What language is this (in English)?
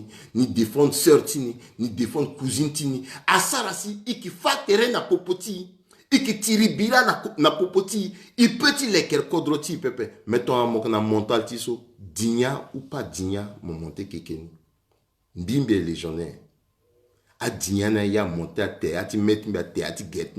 Sango